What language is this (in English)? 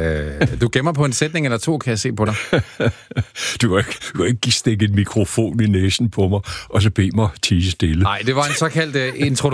Danish